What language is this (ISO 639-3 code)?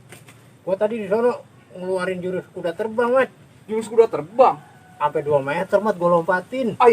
bew